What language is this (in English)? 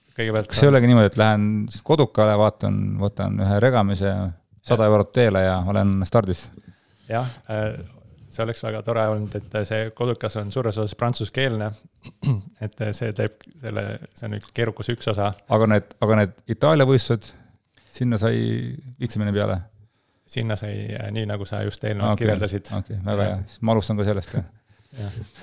Estonian